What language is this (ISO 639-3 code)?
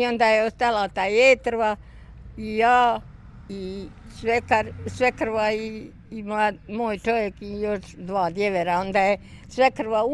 bos